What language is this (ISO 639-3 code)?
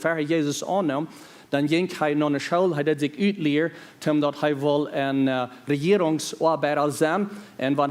pdt